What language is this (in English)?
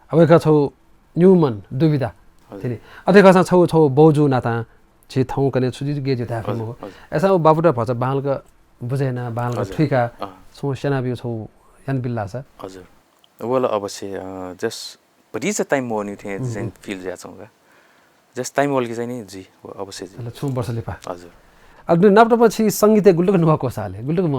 Newari